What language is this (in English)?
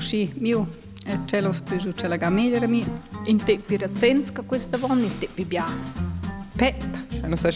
Romansh